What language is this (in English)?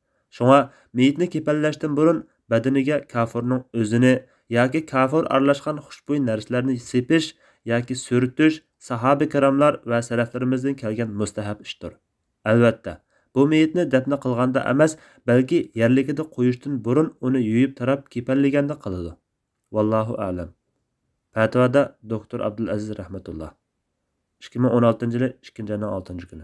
Uyghur